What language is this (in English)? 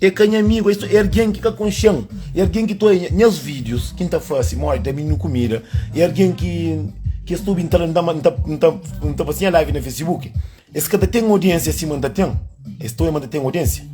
Kabuverdianu